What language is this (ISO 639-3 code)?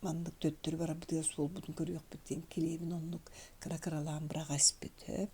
sah